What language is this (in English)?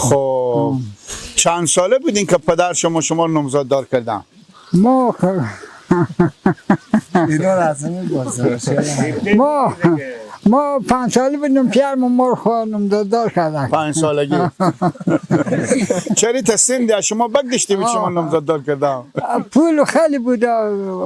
Persian